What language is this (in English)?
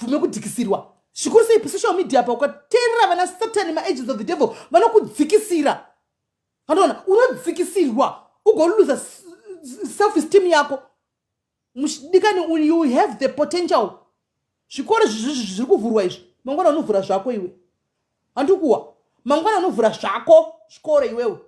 Shona